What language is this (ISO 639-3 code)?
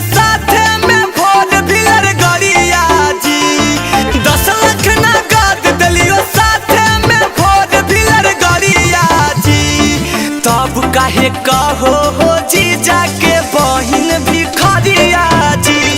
mag